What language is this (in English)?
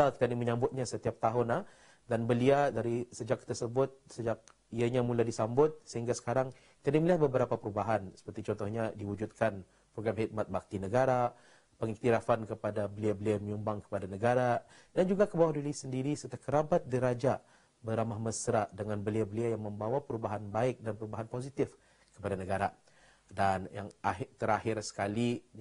Malay